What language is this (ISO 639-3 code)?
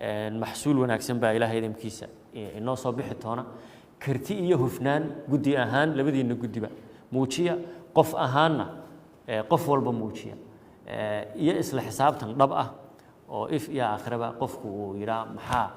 som